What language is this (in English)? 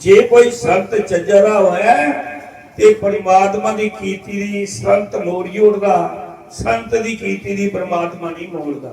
Dogri